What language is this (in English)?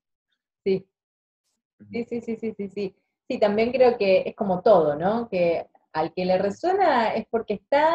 Spanish